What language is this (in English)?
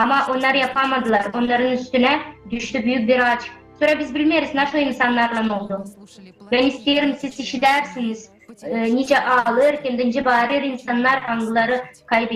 Gagauz